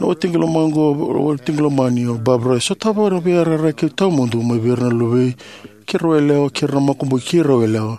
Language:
Fijian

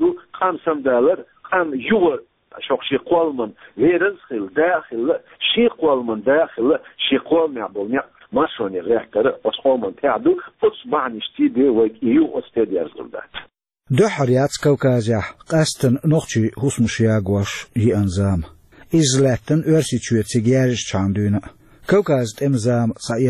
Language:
Chechen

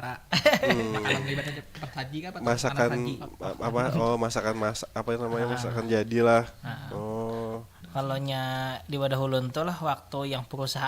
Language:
Banjar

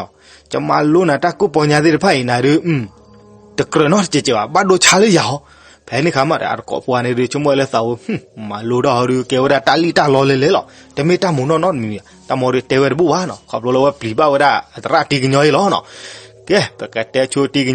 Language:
S'gaw Karen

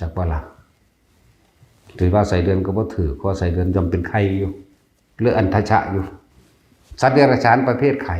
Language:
Lao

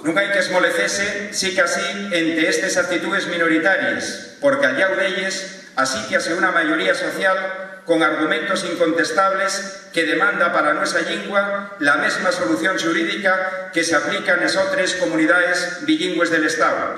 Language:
Asturian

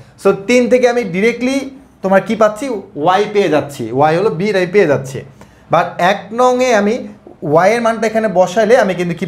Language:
Bangla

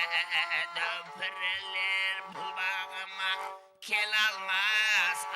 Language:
Kara-Kalpak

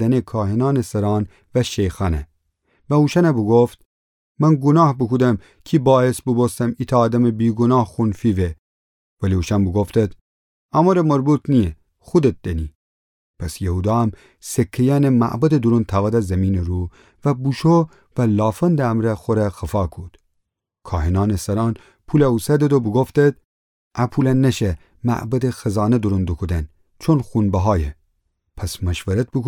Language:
Gilaki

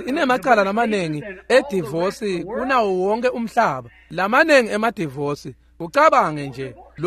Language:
Swati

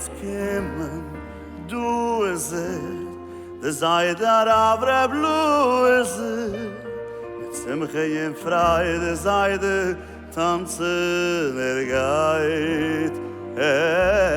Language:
Yiddish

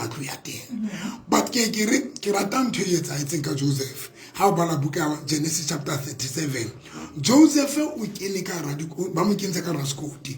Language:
Southern Sotho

